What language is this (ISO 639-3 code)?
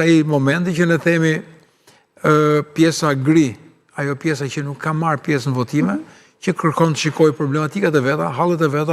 sqi